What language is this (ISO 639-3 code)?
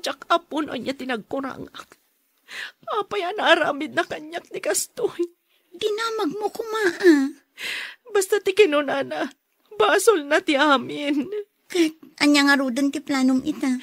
ilo